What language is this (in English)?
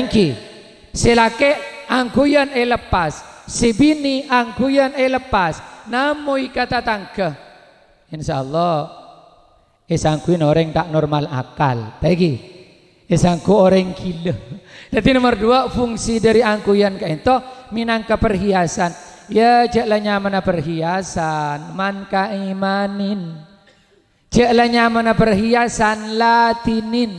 Madurese